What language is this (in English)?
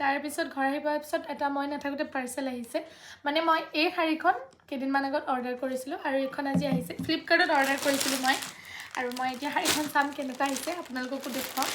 Assamese